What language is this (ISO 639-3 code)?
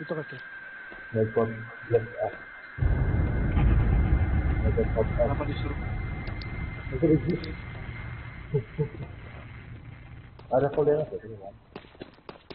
ind